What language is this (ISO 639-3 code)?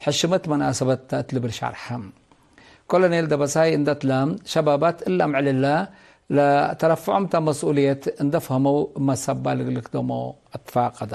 tig